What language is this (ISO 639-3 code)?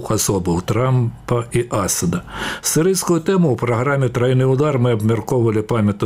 bel